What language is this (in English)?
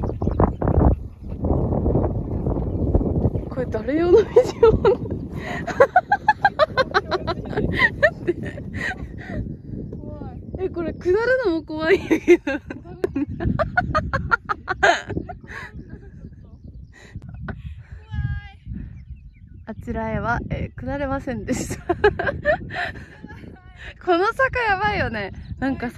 Japanese